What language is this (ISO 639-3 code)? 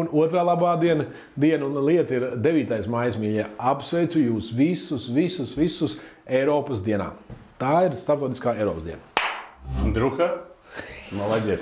lav